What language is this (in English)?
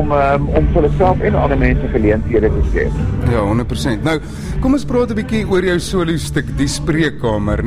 Afrikaans